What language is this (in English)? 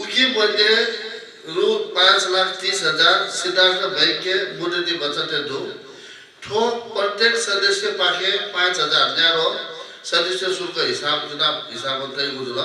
Newari